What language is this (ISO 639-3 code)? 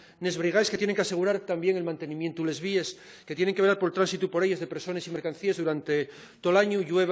ast